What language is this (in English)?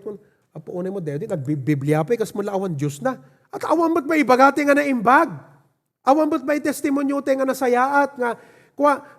Iloko